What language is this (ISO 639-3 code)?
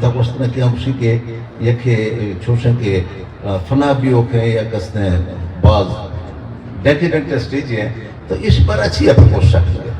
bgp